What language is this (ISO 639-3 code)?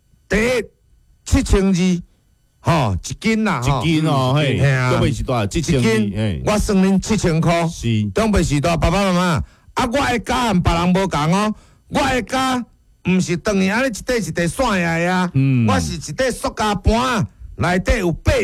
nan